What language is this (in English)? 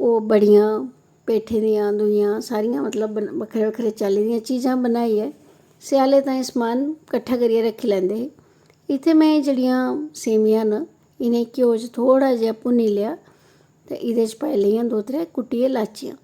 Dogri